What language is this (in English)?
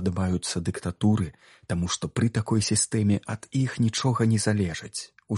Belarusian